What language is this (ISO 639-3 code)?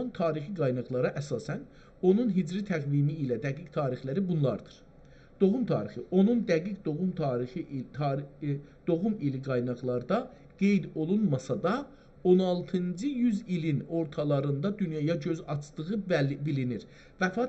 azb